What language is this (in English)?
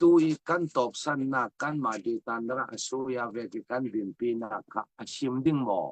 Falam Chin